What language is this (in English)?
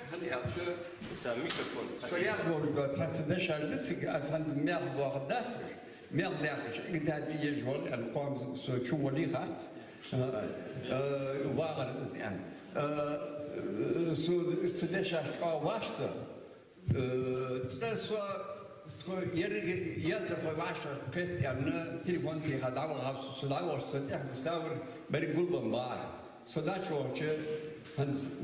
Ingush